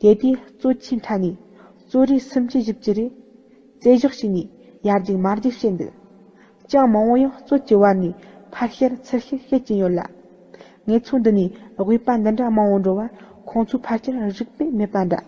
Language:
Tibetan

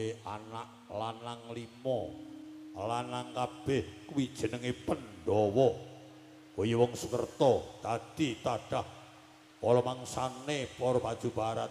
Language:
Javanese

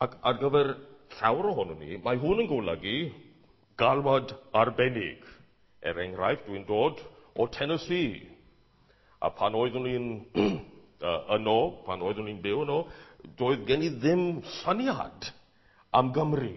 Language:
Welsh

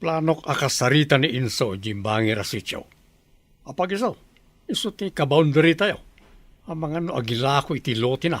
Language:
Iloko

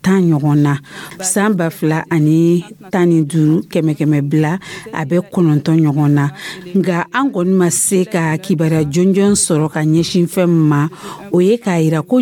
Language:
Dyula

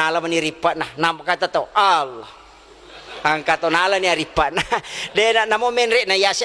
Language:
Buginese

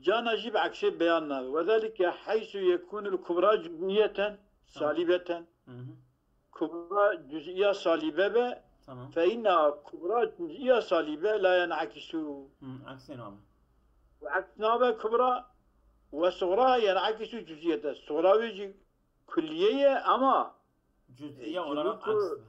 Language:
Kurdish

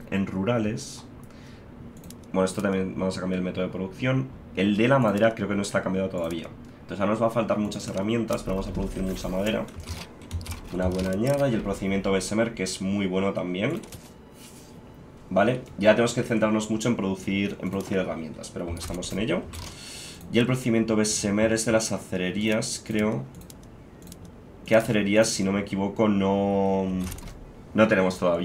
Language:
Spanish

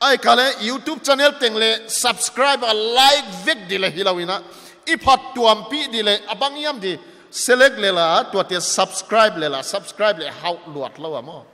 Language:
Paite Chin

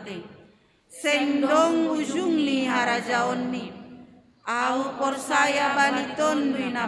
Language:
Batak Simalungun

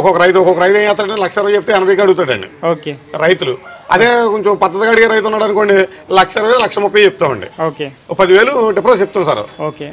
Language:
Telugu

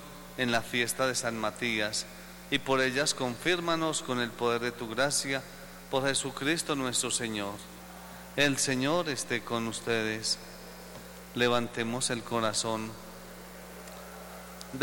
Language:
Spanish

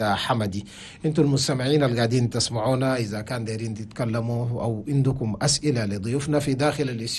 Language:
Chadian Arabic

